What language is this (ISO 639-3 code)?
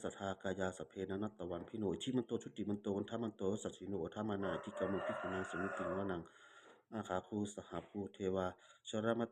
pli